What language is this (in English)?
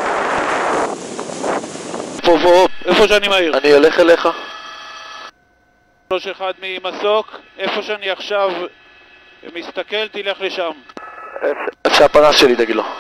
Hebrew